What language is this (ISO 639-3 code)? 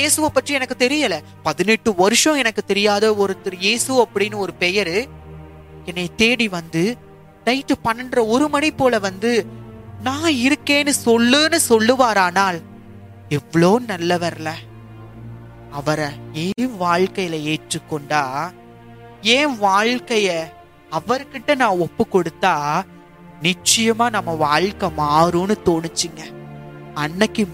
tam